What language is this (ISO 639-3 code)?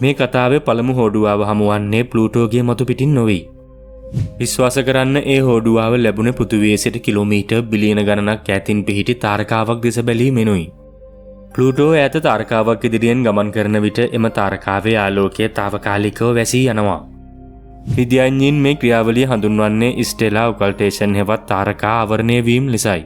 sin